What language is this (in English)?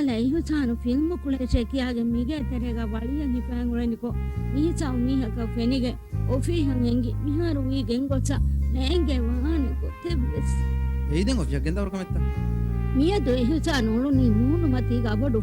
Divehi